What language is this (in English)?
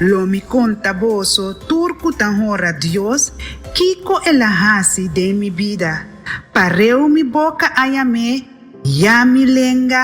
Papiamento